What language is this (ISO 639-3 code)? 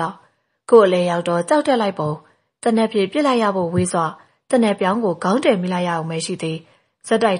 mya